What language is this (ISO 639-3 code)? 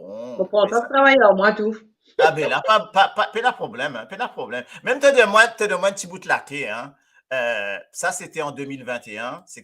mfe